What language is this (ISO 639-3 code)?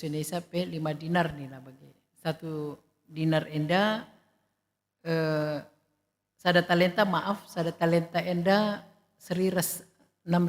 btx